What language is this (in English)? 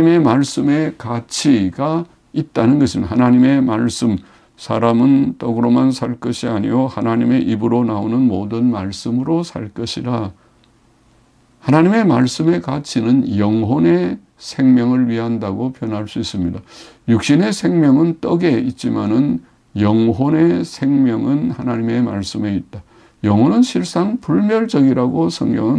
Korean